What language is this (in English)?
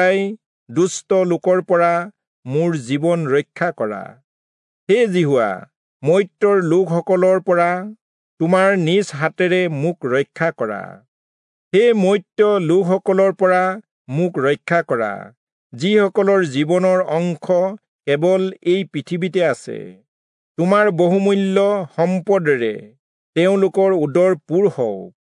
Assamese